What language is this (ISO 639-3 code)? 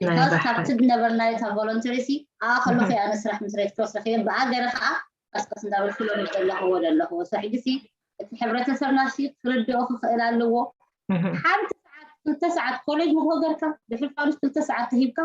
tir